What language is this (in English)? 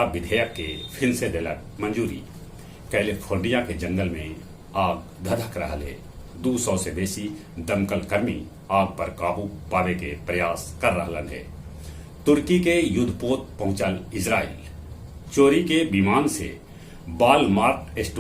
Magahi